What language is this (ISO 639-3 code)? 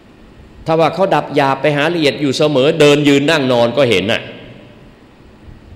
tha